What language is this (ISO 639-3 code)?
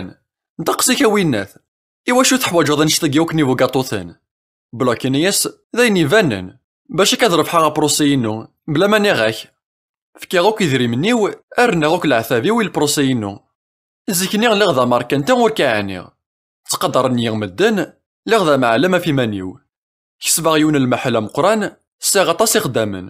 kab